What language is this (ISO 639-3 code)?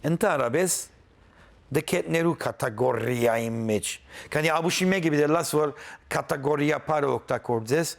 hyw